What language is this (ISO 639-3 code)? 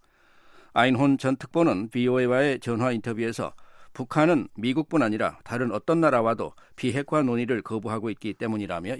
kor